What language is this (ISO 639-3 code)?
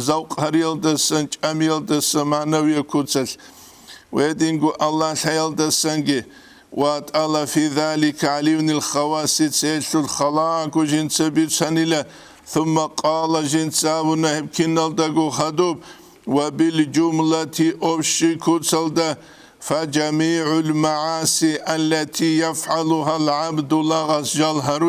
ava